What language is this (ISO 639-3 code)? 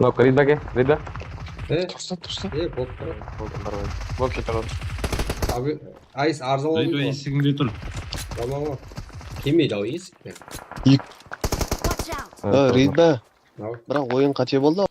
kaa